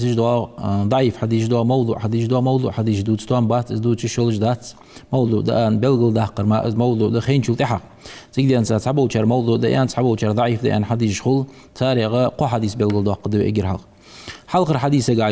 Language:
Ingush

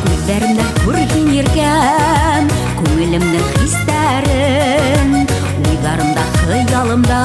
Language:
Bashkir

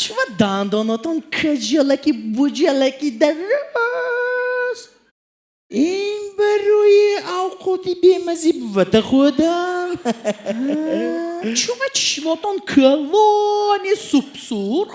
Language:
Tajik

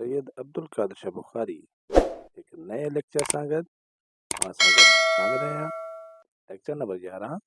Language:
Sindhi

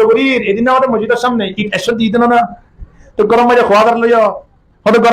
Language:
Rohingya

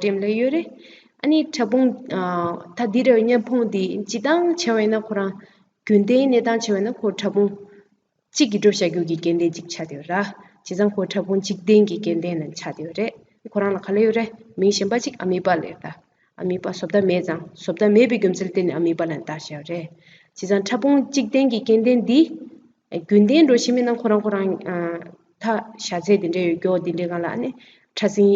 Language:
Tibetan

